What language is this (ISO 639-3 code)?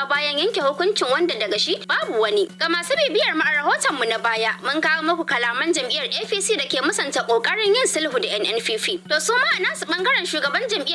hau